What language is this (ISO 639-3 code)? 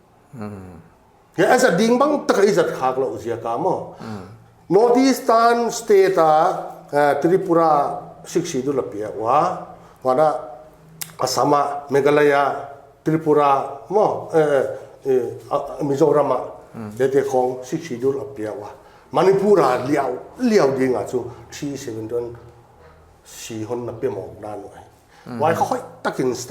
pck